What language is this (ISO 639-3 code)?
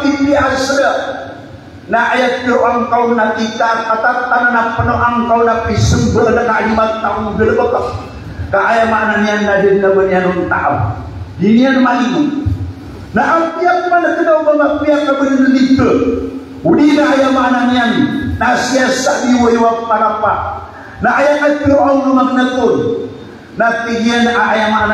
mrw